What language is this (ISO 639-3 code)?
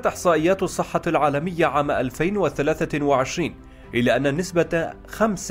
apc